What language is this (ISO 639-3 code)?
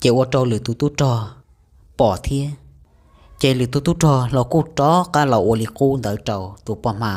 hmn